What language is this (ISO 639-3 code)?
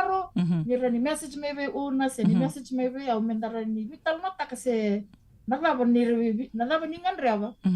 fij